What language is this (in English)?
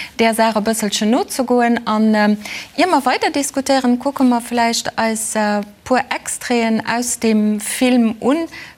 Luxembourgish